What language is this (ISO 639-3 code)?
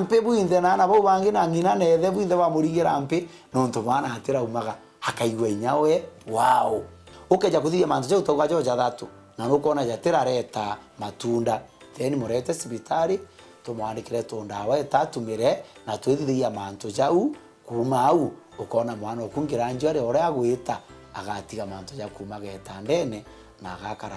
mer